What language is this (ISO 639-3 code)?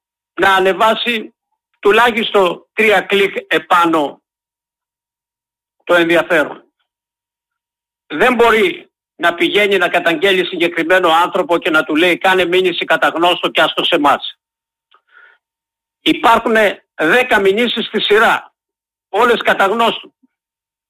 ell